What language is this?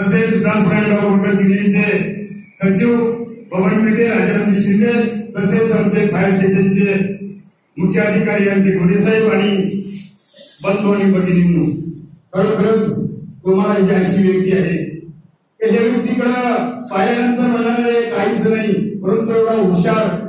Marathi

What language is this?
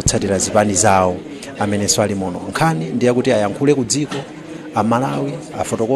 Nyanja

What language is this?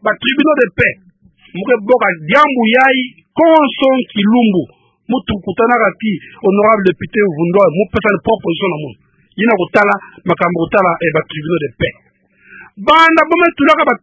Kituba (Democratic Republic of Congo)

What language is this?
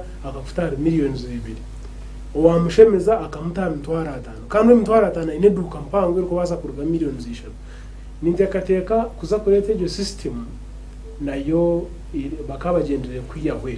Nyankole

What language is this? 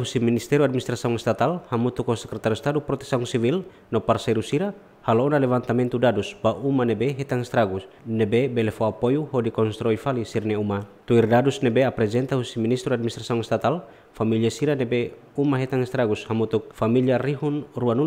Tetum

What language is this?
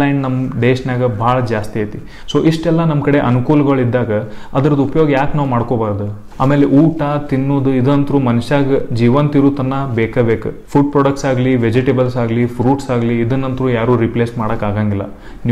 Kannada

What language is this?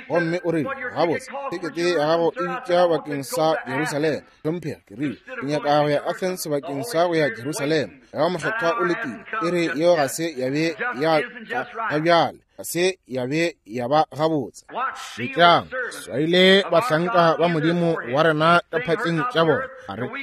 Northern Sotho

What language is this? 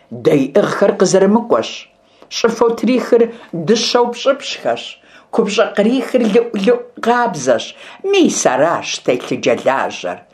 Kabardian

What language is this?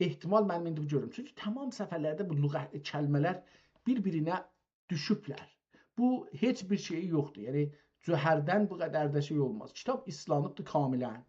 South Azerbaijani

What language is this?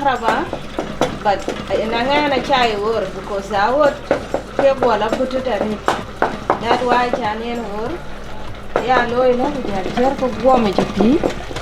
Dinka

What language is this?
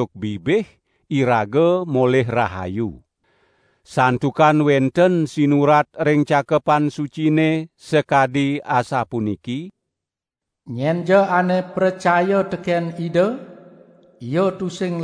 Balinese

